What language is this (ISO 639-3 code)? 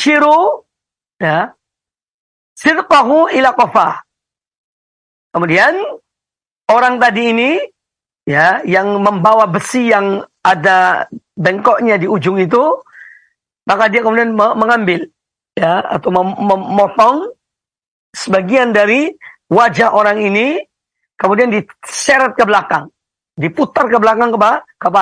ind